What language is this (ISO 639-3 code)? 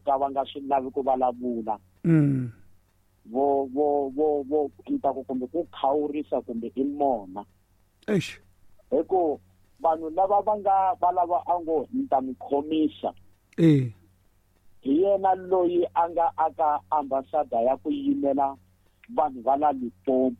tso